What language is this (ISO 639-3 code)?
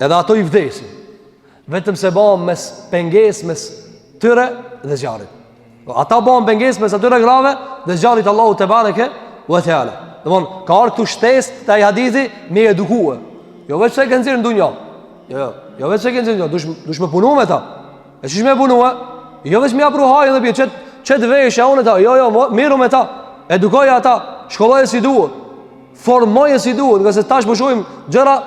sqi